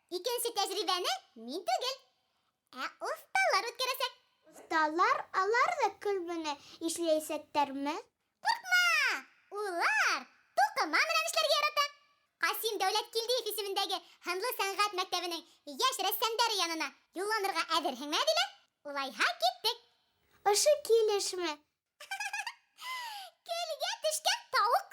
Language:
Bashkir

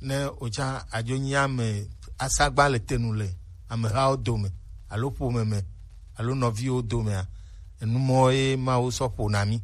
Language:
Gen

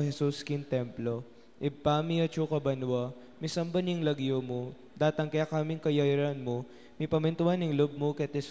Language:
Pampanga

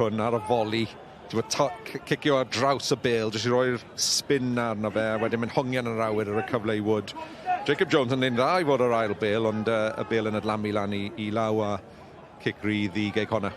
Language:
Welsh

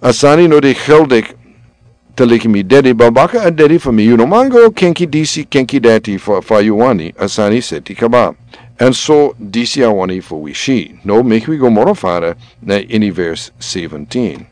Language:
Sranan Tongo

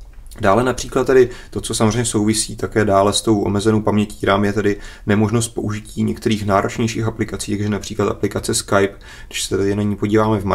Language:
Czech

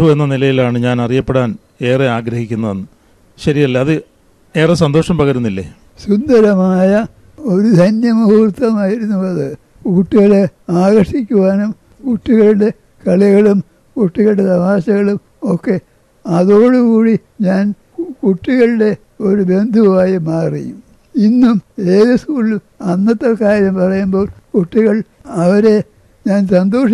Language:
Malayalam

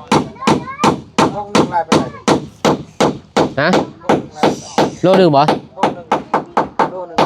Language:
Lao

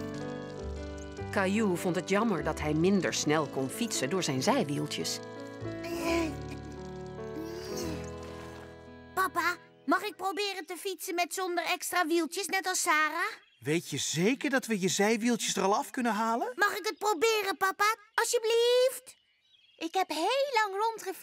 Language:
Dutch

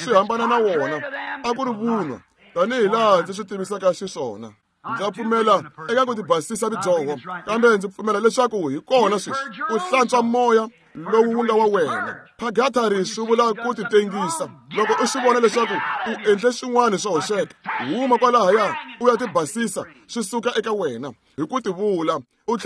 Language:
Tsonga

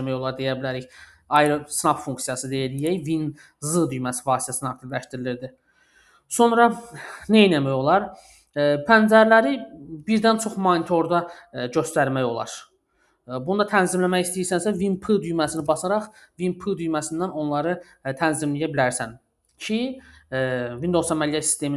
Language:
Azerbaijani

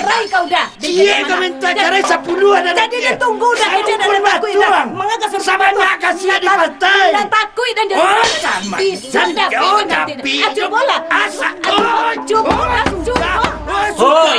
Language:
Minangkabau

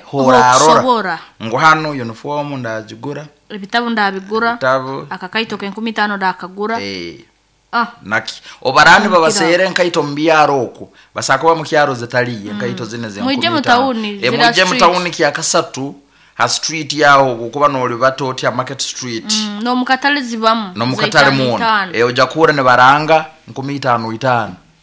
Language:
Nyoro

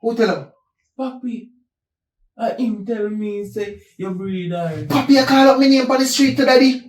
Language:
Jamaican Creole English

